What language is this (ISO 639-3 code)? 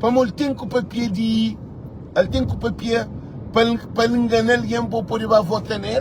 kea